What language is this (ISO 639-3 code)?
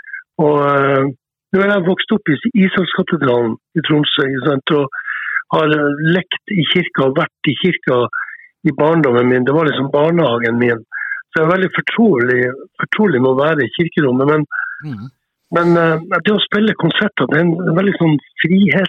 nor